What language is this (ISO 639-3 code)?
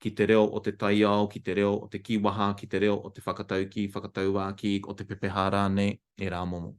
mri